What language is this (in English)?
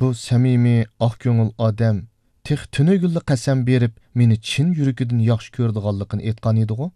Uyghur